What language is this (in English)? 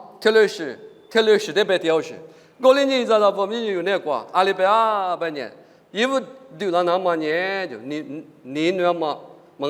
Lisu